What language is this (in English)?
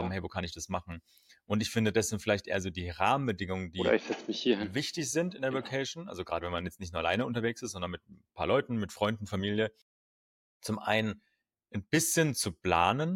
German